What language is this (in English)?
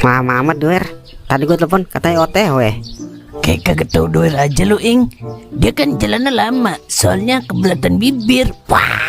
Betawi